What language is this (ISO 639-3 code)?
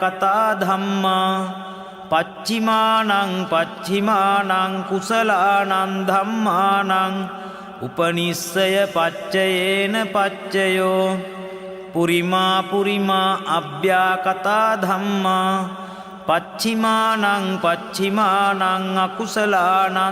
pli